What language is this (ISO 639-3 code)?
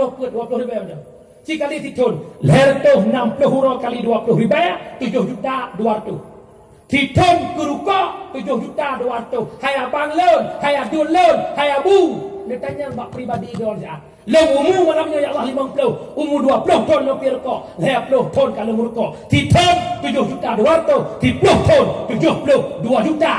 ace